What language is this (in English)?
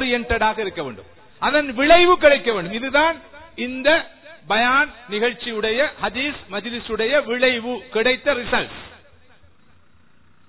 Tamil